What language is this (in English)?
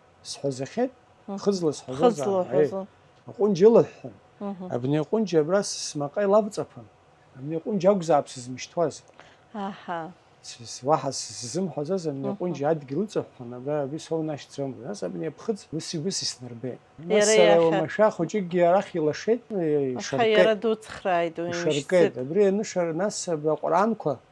Abkhazian